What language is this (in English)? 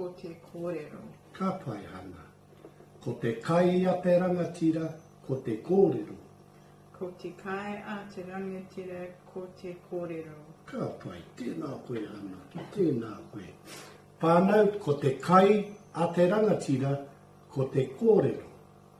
Māori